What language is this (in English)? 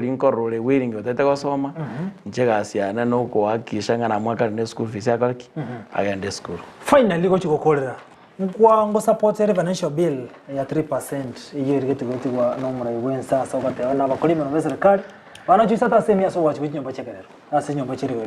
Gusii